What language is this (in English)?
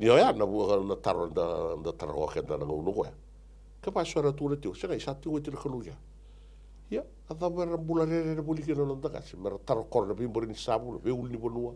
Fijian